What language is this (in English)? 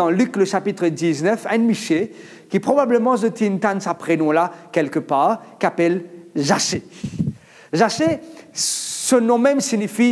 Morisyen